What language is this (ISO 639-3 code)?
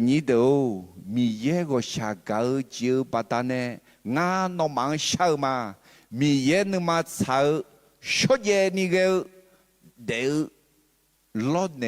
ahk